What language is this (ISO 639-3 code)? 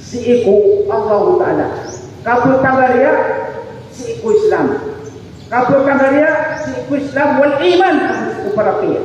mrw